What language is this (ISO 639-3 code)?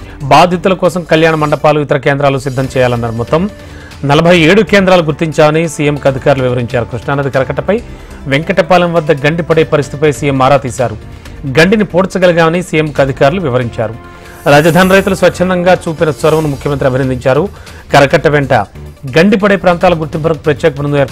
tel